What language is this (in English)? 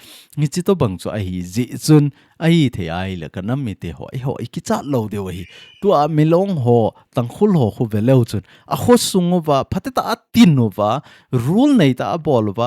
Thado Chin